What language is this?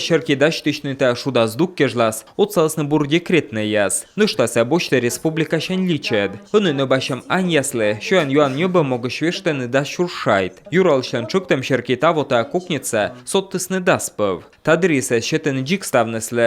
Komi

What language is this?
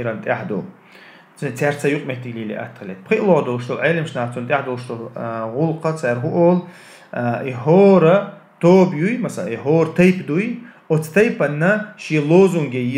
Chechen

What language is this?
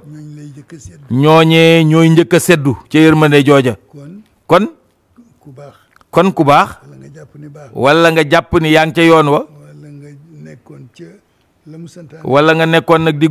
Wolof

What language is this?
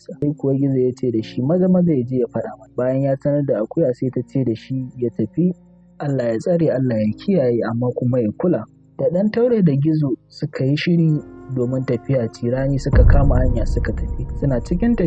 Hausa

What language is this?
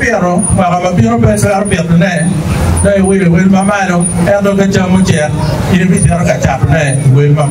Acoli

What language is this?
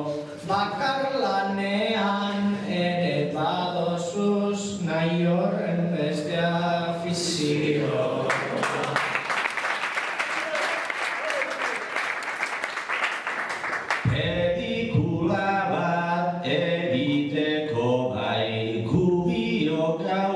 Basque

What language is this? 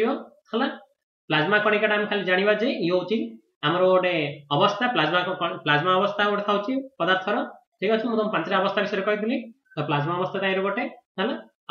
Odia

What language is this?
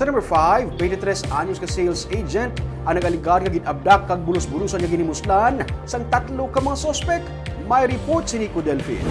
Hiligaynon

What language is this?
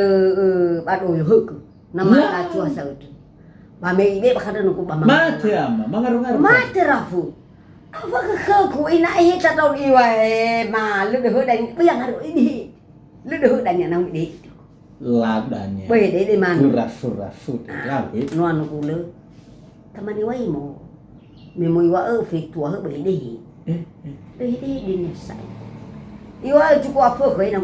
Nias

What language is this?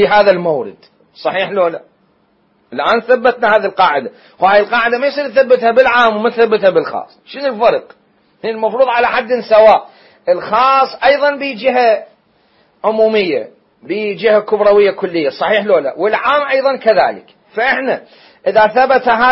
Mesopotamian Arabic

